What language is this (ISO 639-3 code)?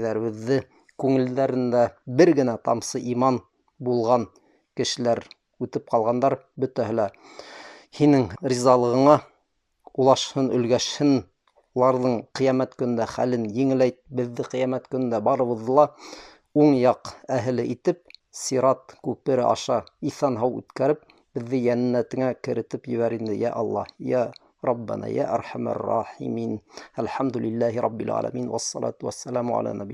bak